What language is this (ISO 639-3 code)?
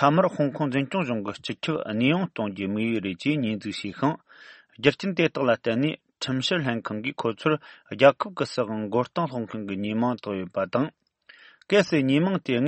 bod